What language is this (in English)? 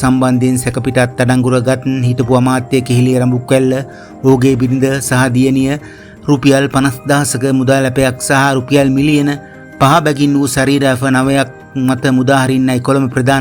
Sinhala